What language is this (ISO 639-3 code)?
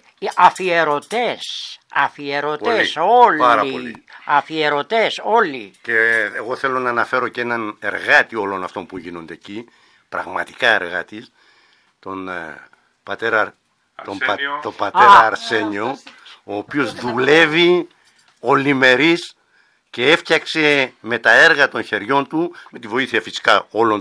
ell